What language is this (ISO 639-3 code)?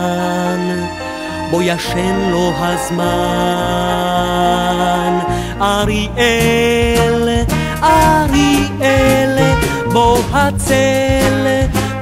heb